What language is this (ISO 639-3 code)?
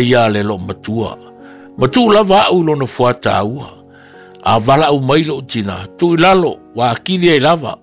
smo